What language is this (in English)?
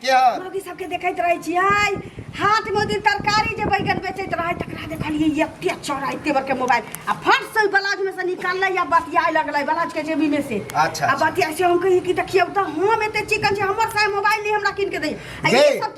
Maithili